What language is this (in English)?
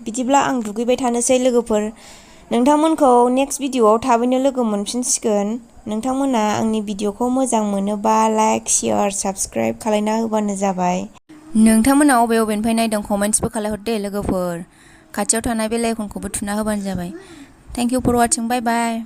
Bodo